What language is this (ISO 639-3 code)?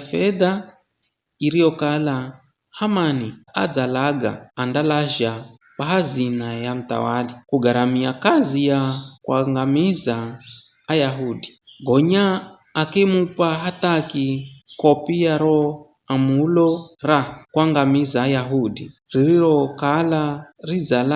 nyf